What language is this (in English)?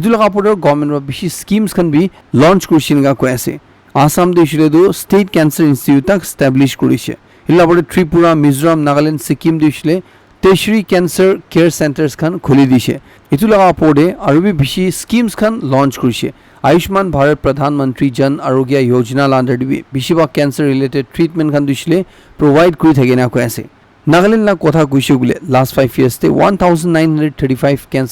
Naga Pidgin